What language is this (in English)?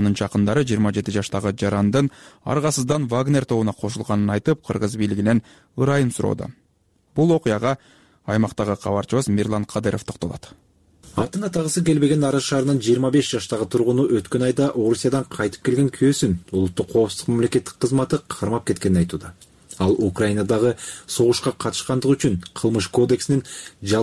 Kyrgyz